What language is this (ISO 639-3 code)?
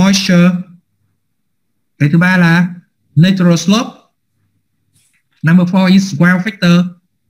vie